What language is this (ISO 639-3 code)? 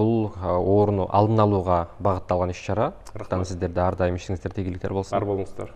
kir